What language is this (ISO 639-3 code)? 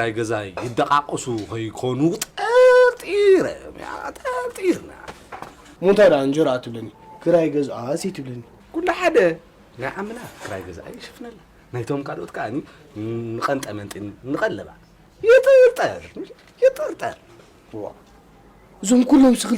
tir